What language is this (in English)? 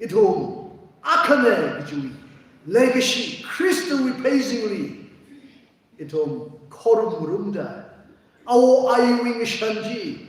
Tangkhul Naga (India)